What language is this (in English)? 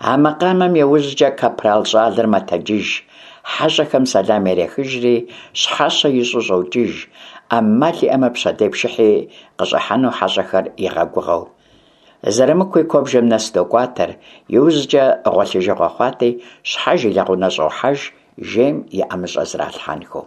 Kabardian